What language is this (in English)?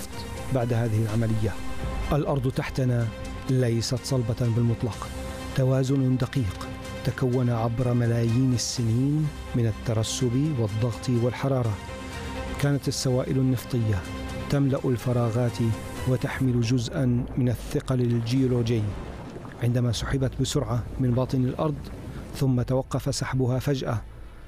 Arabic